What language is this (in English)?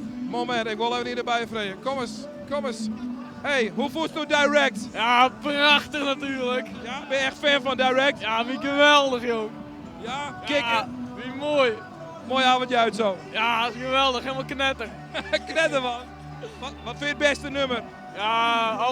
Western Frisian